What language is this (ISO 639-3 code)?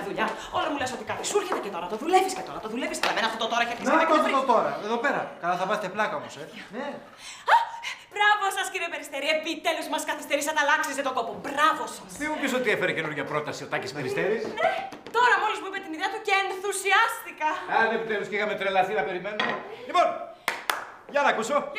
ell